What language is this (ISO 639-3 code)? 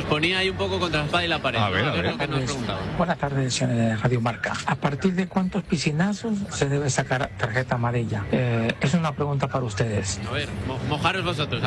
spa